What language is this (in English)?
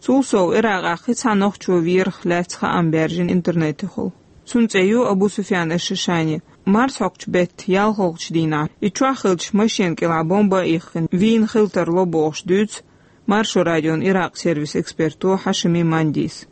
Chechen